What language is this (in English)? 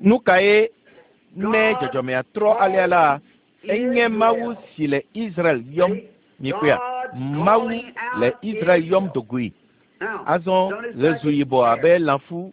Ewe